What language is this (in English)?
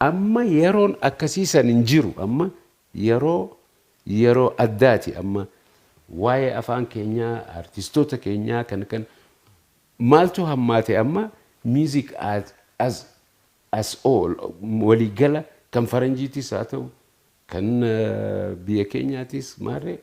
Oromo